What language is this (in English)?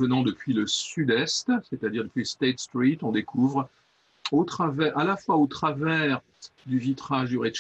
French